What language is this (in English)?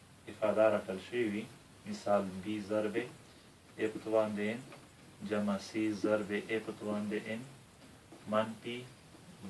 Pashto